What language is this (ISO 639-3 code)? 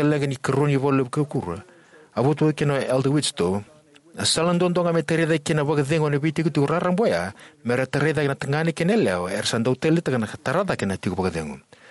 fij